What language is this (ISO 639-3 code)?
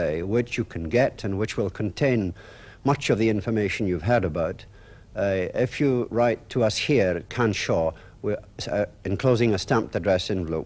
gla